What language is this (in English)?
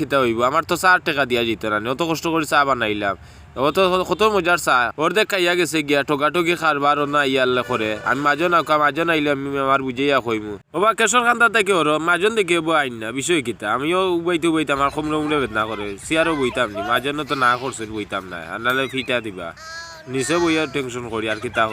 Sylheti